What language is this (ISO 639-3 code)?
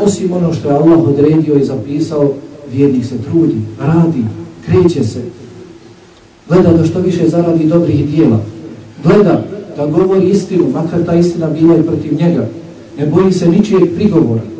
bos